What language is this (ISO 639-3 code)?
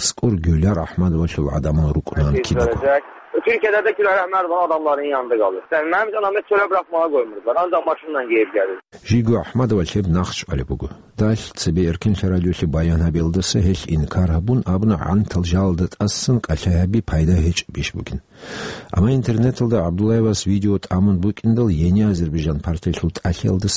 ava